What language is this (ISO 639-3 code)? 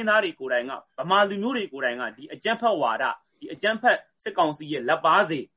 mya